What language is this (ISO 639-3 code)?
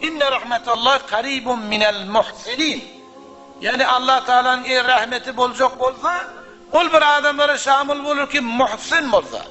tuk